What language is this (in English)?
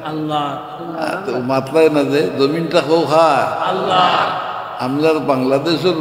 Sylheti